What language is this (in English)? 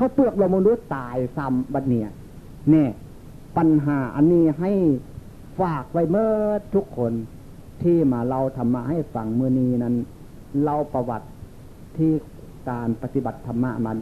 Northeastern Thai